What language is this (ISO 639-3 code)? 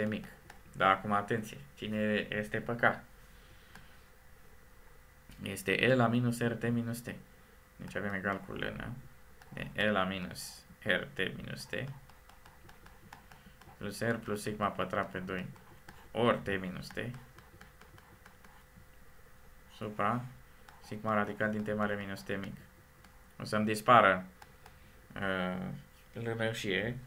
ron